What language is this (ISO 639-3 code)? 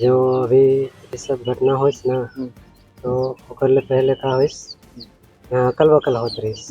hne